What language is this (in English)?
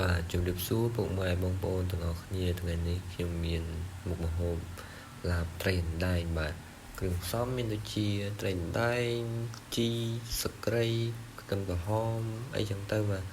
Khmer